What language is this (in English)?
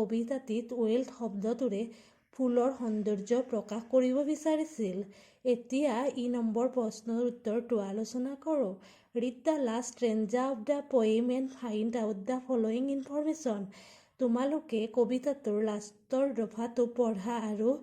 Assamese